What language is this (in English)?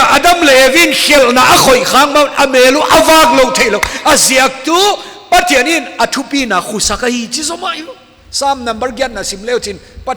Paite Chin